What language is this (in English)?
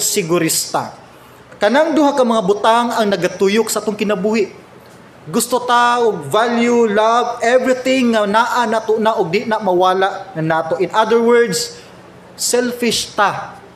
Cebuano